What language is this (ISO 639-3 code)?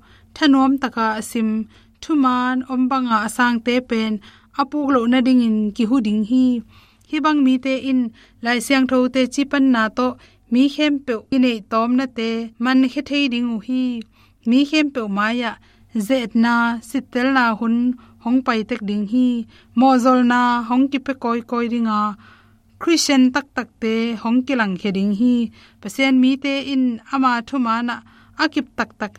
ctd